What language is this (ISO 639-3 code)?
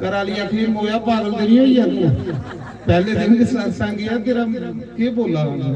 doi